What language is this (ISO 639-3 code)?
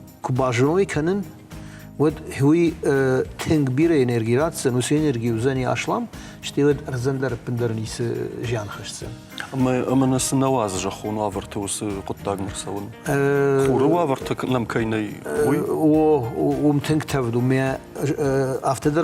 oss